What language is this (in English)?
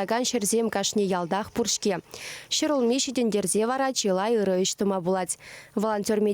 Chuvash